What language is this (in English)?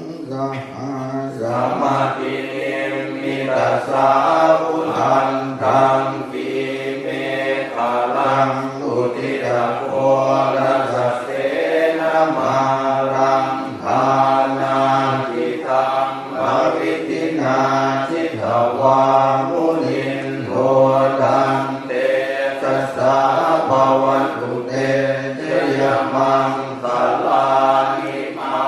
Pali